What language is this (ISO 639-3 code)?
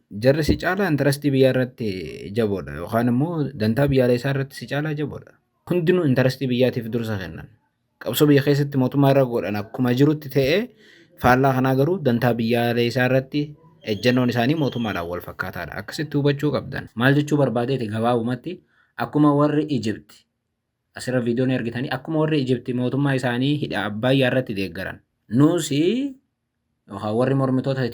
orm